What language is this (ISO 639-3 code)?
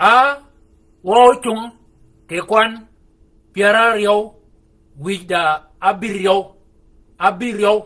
shk